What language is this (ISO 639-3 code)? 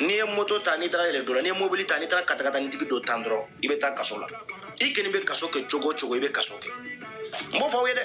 bam